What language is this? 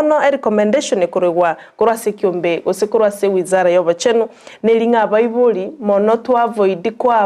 Gusii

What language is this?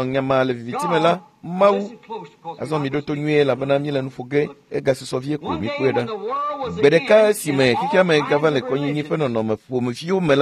Ewe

